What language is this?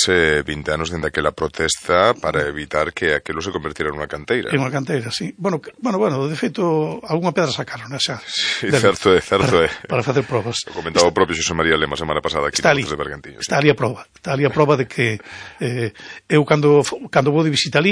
Galician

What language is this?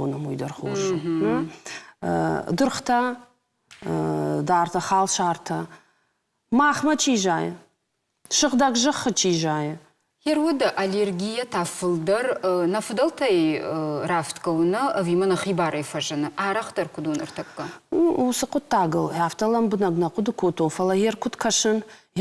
Ossetic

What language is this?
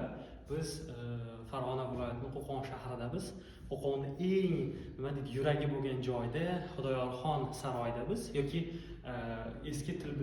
Uzbek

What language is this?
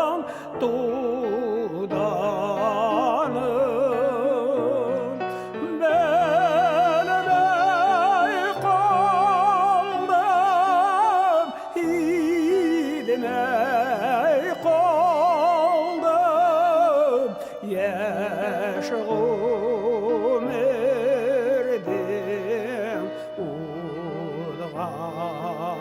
Bashkir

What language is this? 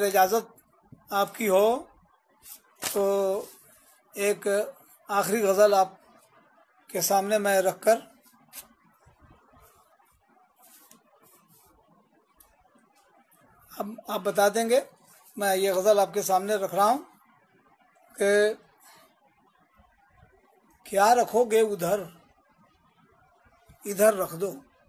Hindi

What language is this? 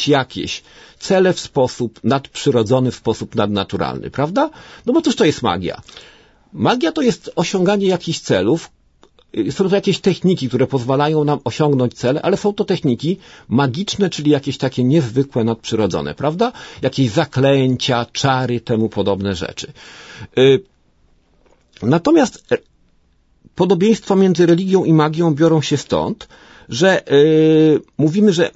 Polish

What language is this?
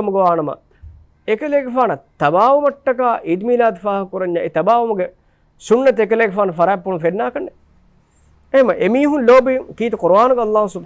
Divehi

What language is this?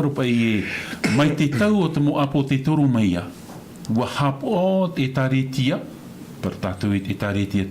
Tahitian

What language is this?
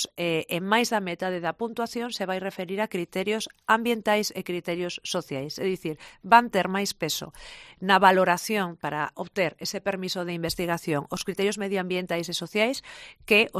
Galician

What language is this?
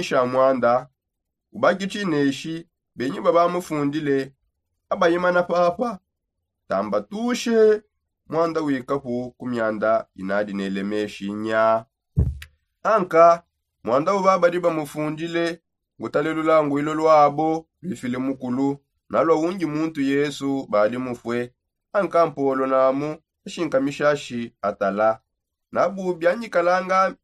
Songe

